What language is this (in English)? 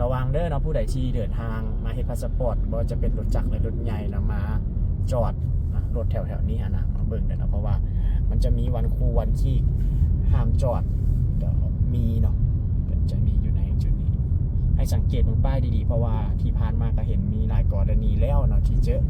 Lao